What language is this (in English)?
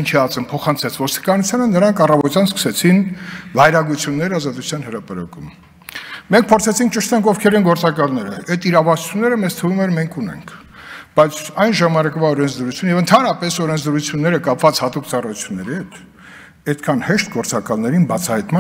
Armenian